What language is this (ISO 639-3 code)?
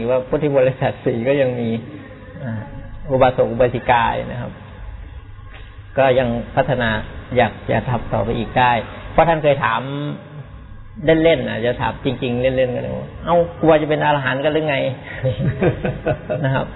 tha